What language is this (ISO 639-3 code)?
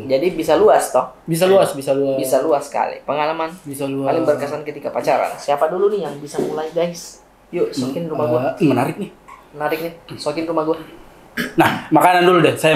mfp